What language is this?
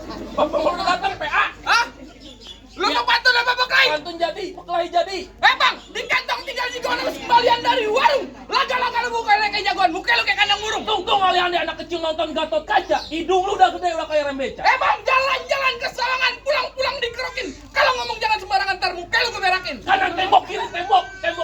Betawi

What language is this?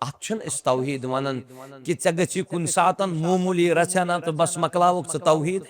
Kashmiri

